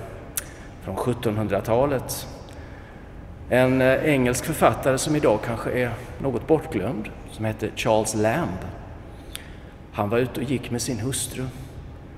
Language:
Swedish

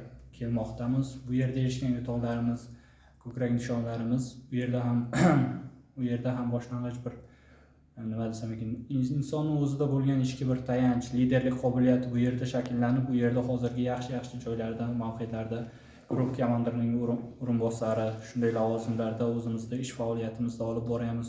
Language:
Uzbek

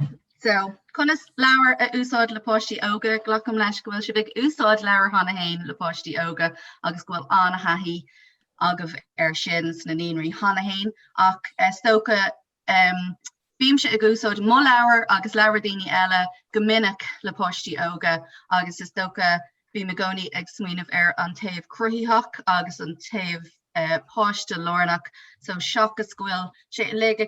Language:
Irish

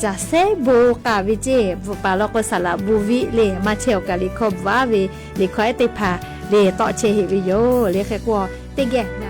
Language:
Lahu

